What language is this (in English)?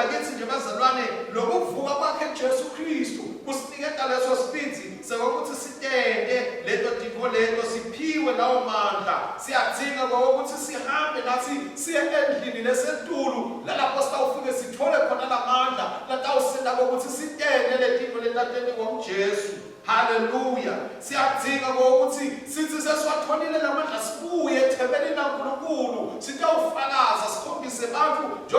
Swati